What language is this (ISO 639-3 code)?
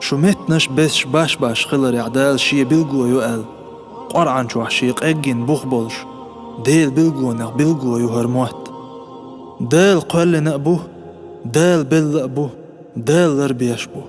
che